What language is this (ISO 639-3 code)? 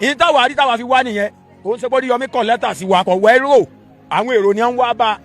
yor